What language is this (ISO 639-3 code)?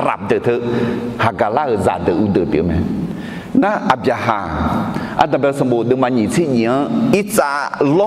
ahk